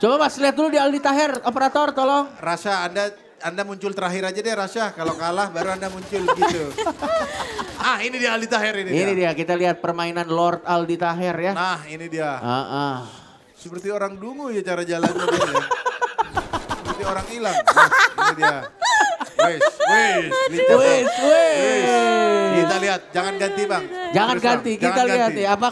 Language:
Indonesian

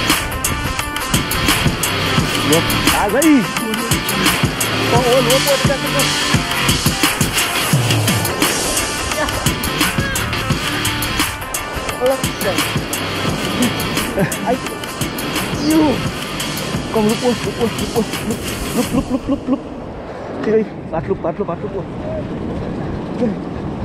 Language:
Afrikaans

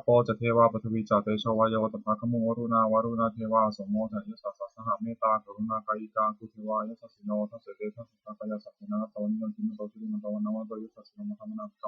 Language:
Pali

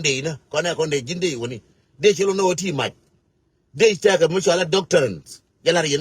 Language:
Nuer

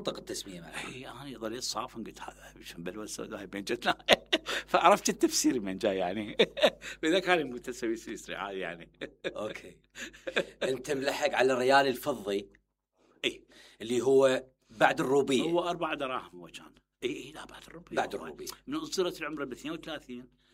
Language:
Mesopotamian Arabic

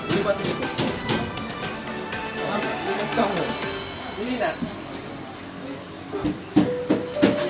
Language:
Malay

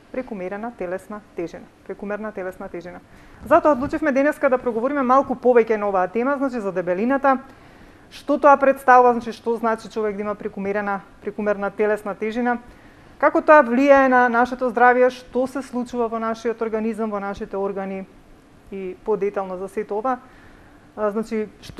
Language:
Macedonian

